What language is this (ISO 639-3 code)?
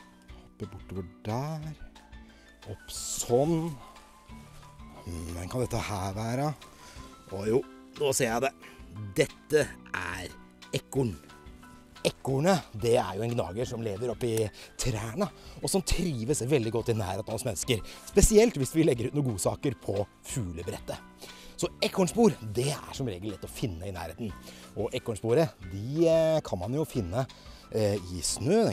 nor